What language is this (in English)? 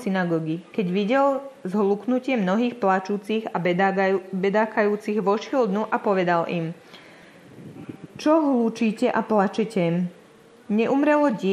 Slovak